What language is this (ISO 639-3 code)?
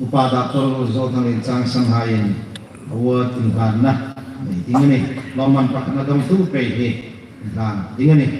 hmr